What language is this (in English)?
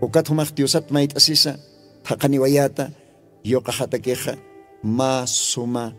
Aymara